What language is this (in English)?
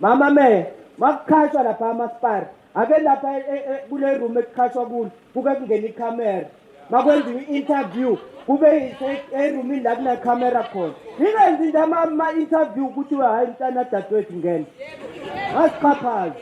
Zulu